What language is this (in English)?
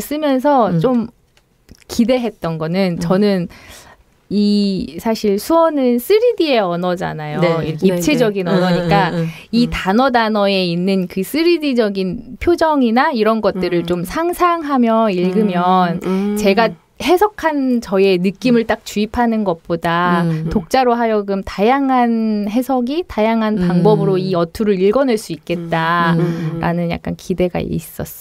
Korean